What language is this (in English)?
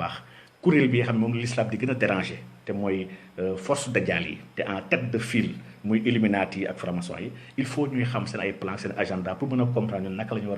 Wolof